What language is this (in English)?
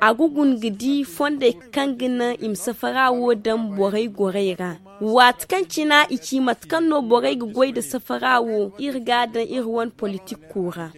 Zarma